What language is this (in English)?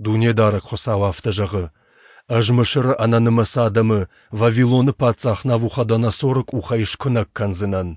Ossetic